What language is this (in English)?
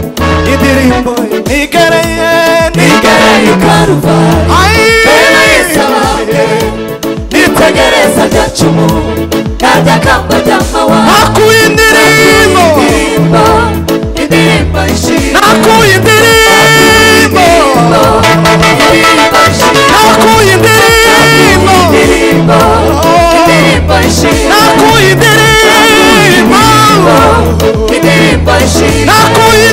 Kinyarwanda